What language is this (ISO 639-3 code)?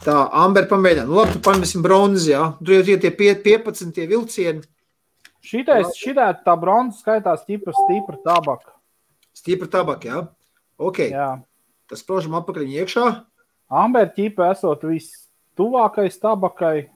lav